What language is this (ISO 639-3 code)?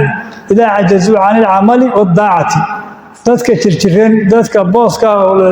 som